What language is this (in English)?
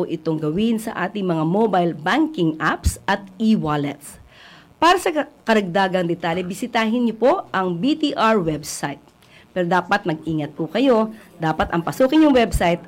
Filipino